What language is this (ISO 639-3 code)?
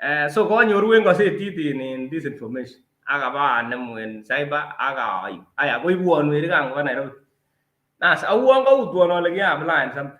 kln